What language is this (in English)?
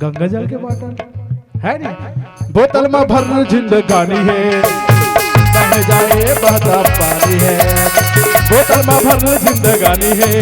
Chhattisgarhi